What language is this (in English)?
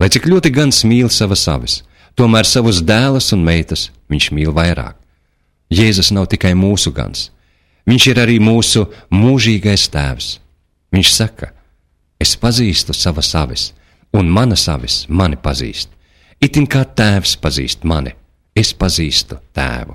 Latvian